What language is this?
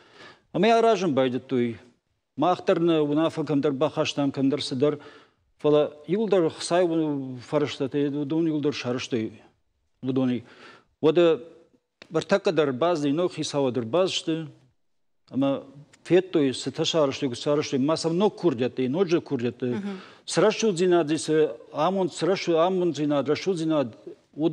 Ossetic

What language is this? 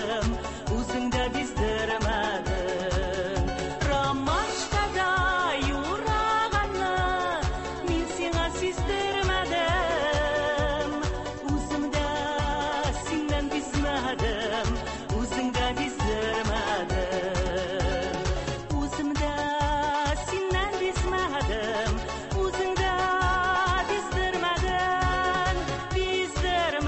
Tatar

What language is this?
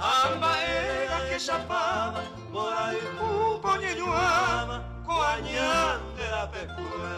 Guarani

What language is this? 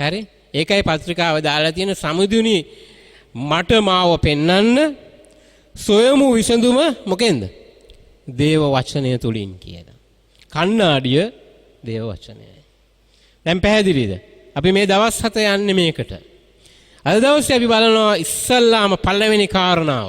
Sinhala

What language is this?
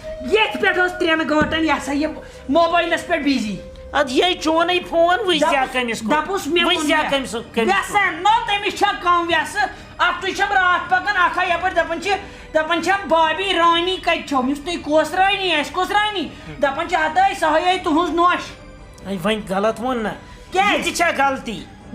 Kashmiri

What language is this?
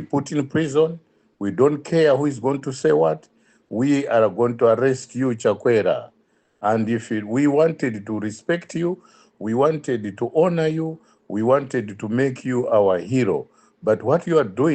English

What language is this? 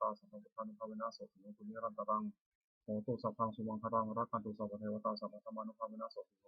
Pali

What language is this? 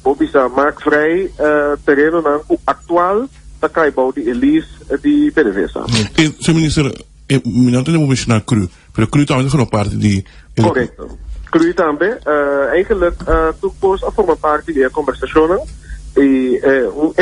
Papiamento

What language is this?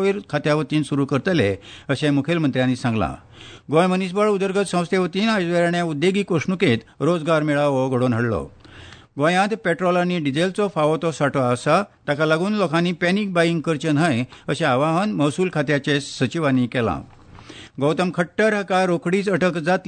Konkani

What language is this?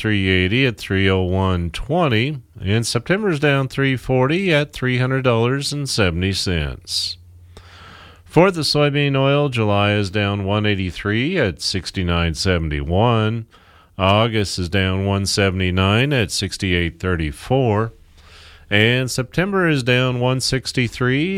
English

